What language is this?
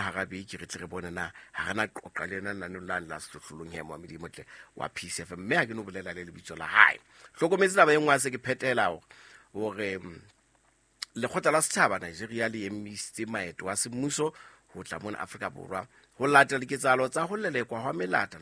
Southern Sotho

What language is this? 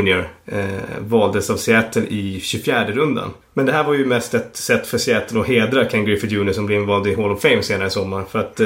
Swedish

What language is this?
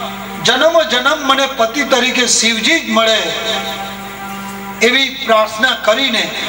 Gujarati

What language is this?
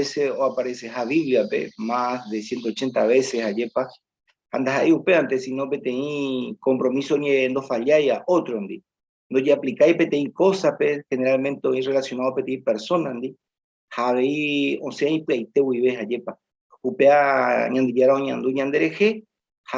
Guarani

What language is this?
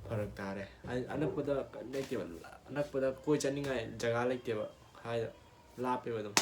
Manipuri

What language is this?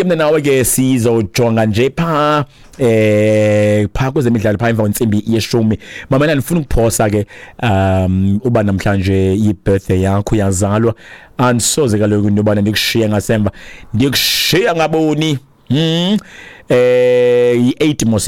Xhosa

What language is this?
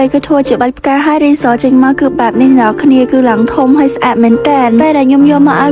Khmer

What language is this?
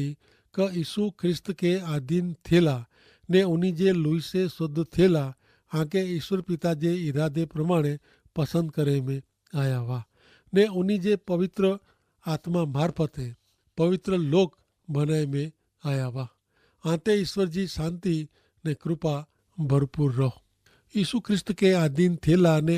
Kachhi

